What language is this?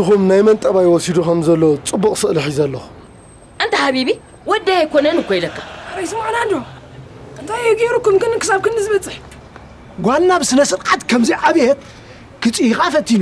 Tigrinya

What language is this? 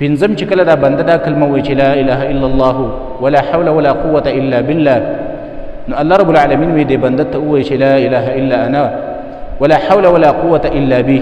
Pashto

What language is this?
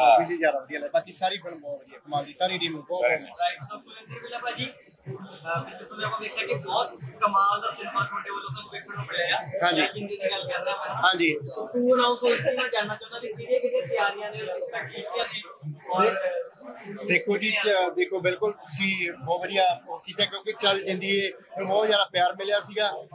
Punjabi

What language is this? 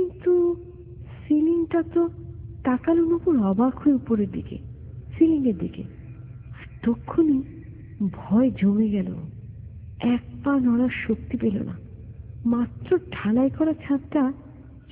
Bangla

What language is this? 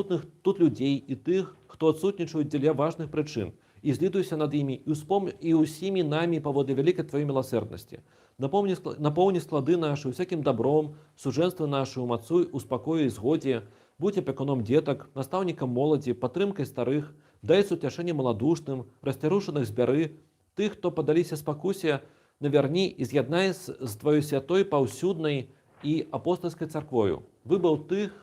Belarusian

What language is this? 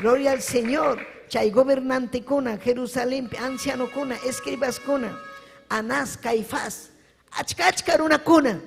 Ayacucho Quechua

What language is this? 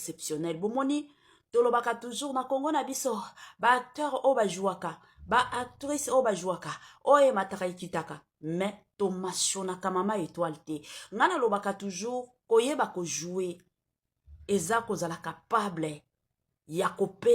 Lingala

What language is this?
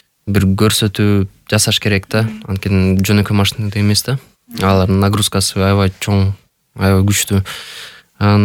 Kyrgyz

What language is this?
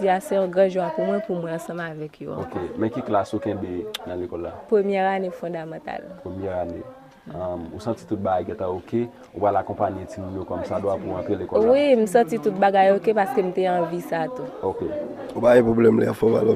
Haitian Creole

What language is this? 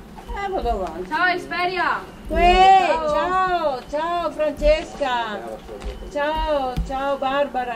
Italian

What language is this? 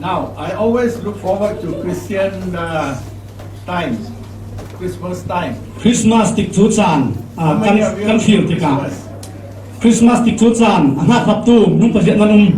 Falam Chin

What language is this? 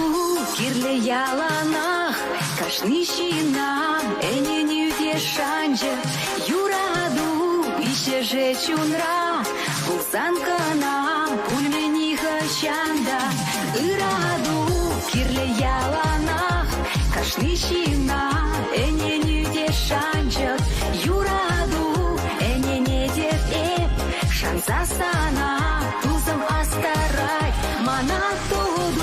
Chuvash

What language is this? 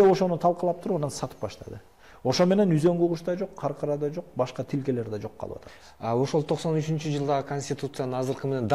Kyrgyz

